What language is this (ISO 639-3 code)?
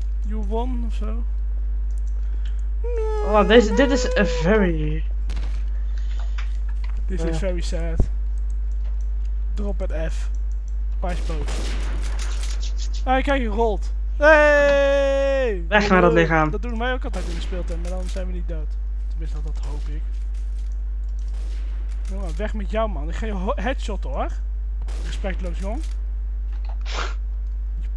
nld